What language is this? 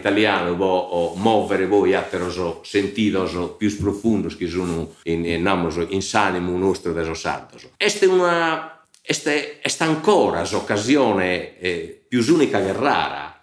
Sardinian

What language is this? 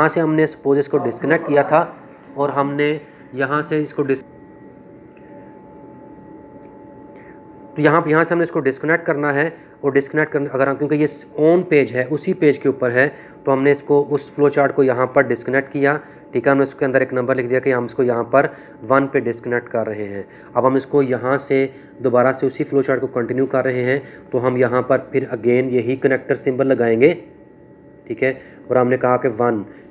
Hindi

